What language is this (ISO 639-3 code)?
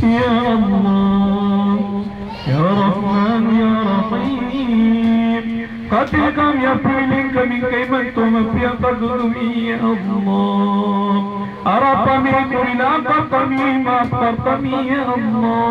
mrw